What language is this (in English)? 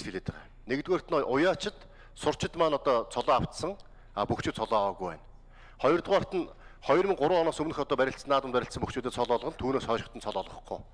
Mongolian